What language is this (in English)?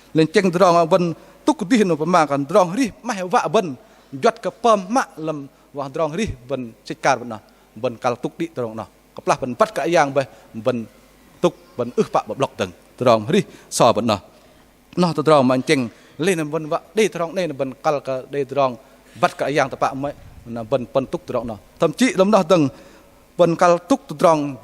Bahnar